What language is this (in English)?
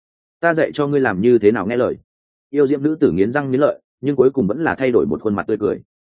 Vietnamese